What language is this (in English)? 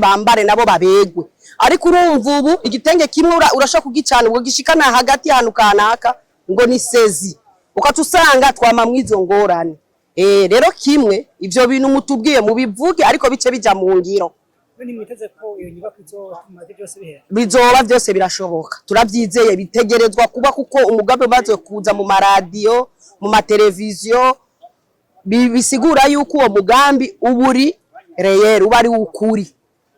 Rundi